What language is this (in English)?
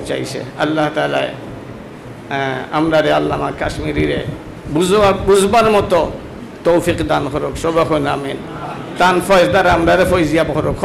Sylheti